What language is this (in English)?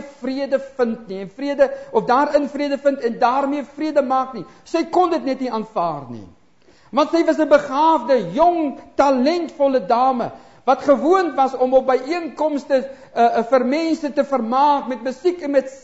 Afrikaans